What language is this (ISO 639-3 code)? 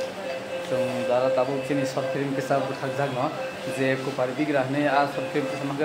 trp